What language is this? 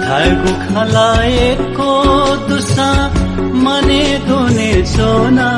Newari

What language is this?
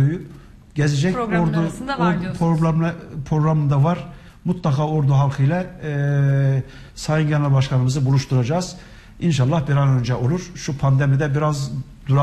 Turkish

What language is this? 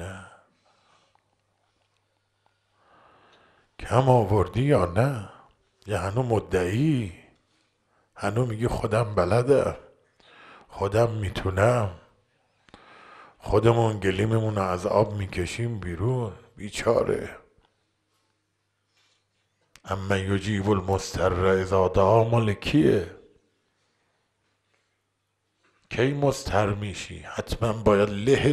Persian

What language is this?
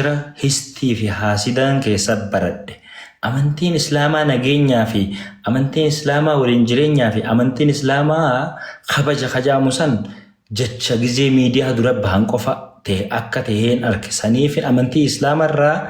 Oromo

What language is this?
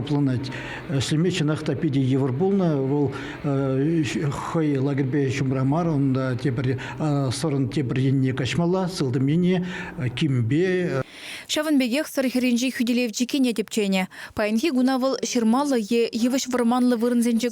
Chuvash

